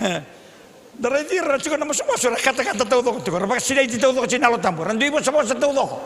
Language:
Fijian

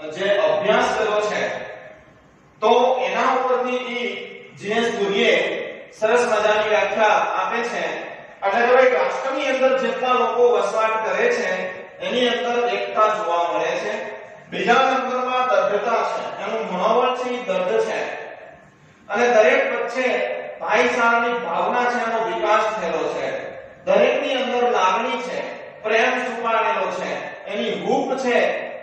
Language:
Gujarati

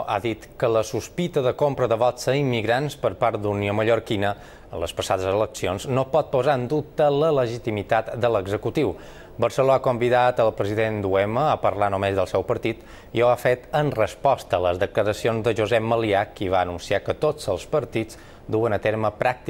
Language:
Catalan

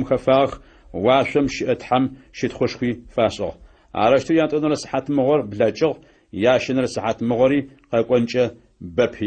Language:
Adyghe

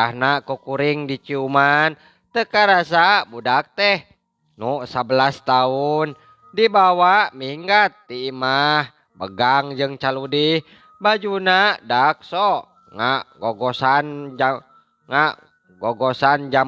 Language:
Sundanese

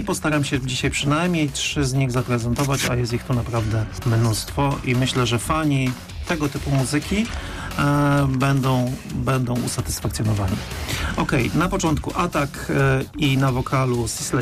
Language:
Polish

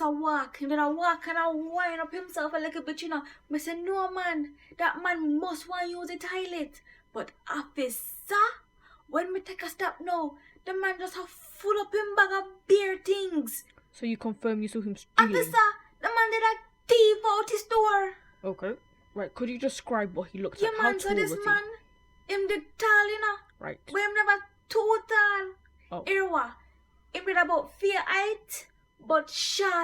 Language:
Jamaican Creole English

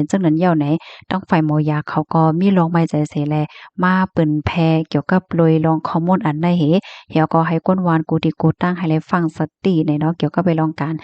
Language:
Shan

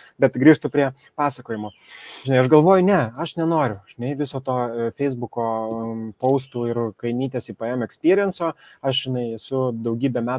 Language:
Lithuanian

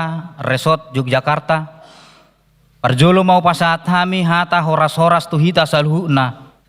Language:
Batak Toba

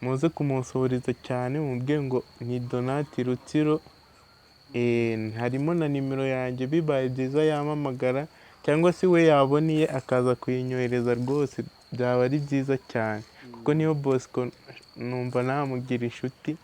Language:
Kinyarwanda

